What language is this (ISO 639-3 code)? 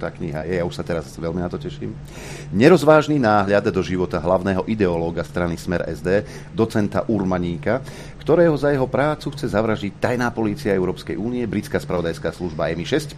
slk